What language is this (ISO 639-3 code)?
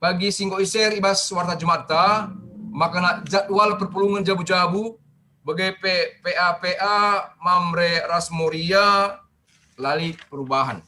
btx